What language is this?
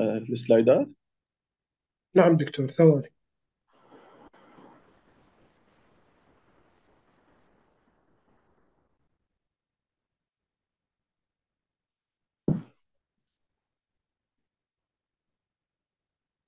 Arabic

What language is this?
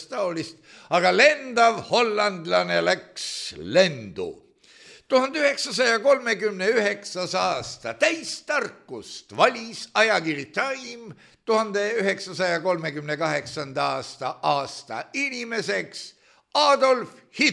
Estonian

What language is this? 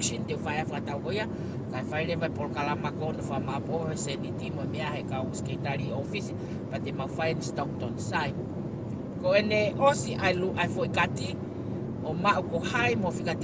Tongan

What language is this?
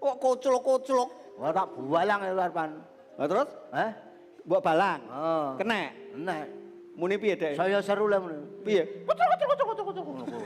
Javanese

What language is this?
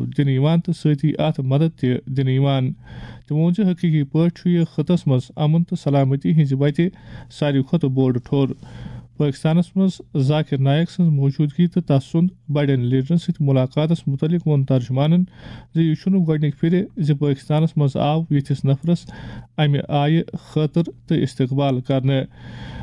Kashmiri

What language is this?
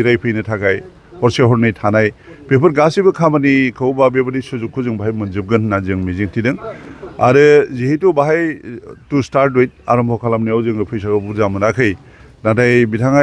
Bodo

